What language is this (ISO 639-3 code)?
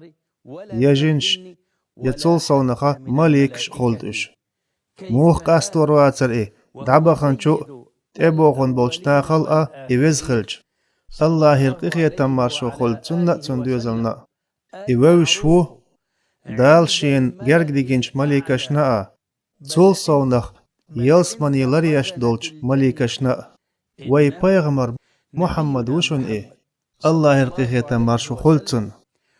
che